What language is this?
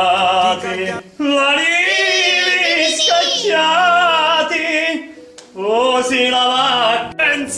Sicilian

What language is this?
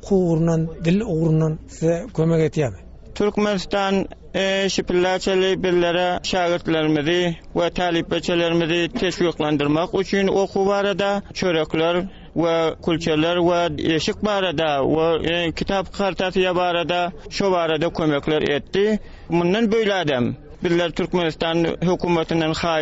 Turkmen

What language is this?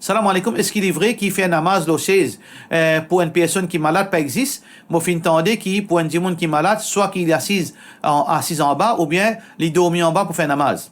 Morisyen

